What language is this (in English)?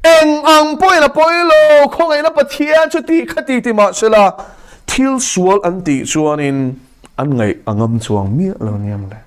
Mizo